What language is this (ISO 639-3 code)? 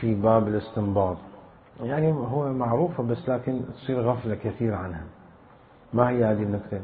acm